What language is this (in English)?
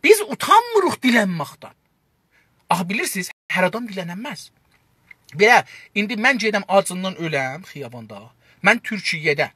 South Azerbaijani